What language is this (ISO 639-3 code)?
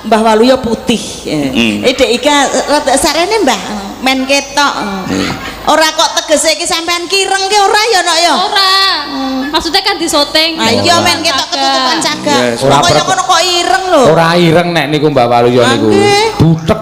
jav